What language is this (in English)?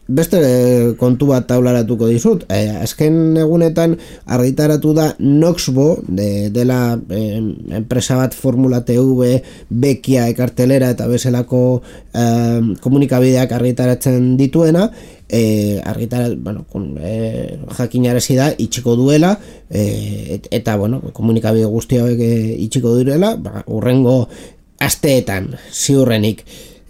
Basque